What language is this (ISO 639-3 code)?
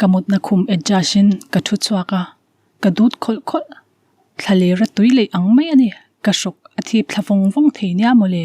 lus